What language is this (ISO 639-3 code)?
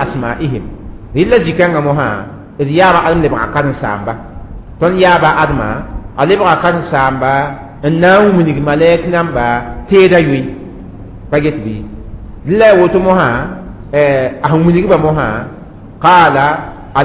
mos